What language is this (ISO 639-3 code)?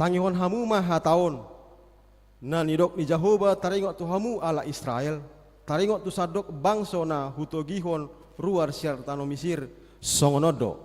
bbc